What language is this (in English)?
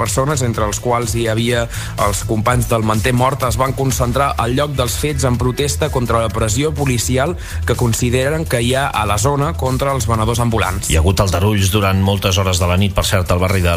Catalan